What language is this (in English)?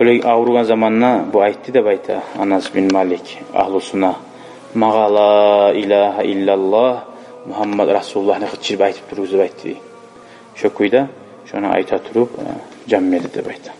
Kumyk